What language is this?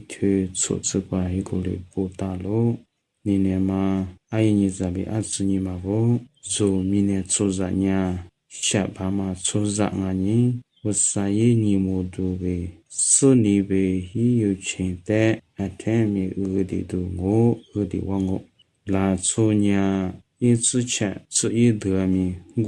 Lisu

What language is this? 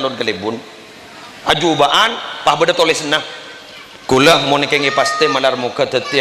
Madurese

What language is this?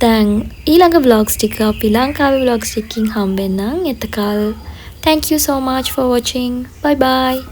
Sinhala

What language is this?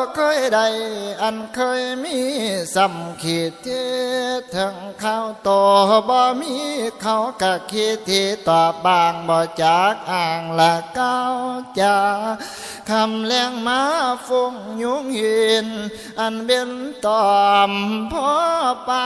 Northeastern Thai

